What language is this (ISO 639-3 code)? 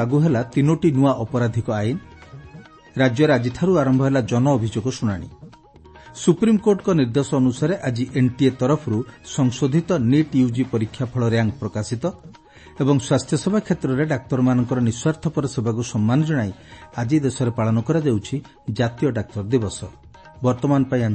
ori